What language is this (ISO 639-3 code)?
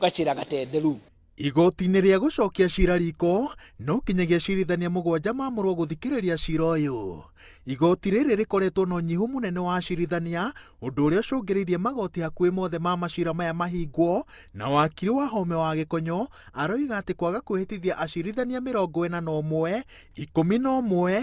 kik